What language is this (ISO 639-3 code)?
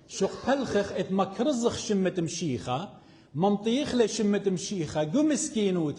aii